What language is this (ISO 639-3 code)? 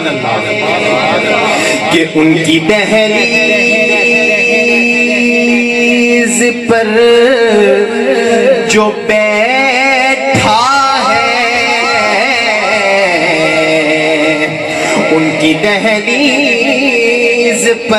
urd